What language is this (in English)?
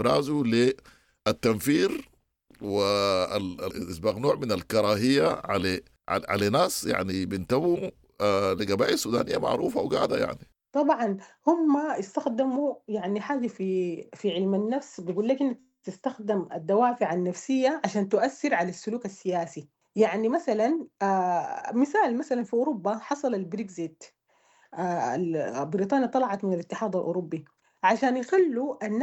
Sudanese Arabic